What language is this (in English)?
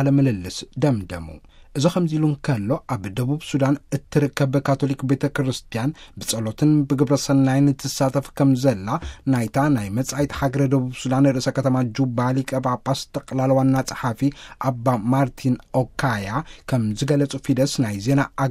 Tigrinya